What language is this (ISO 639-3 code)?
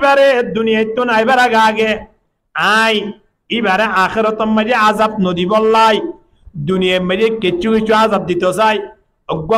rhg